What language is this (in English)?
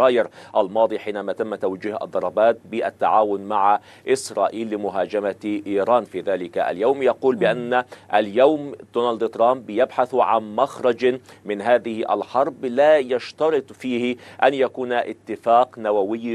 Arabic